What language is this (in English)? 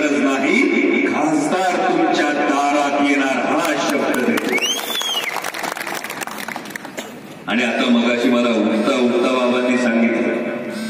Marathi